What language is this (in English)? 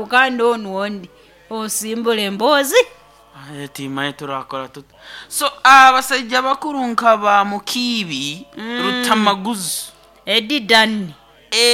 Nyoro